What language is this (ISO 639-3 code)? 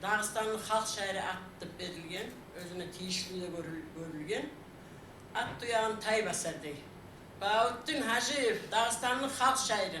kum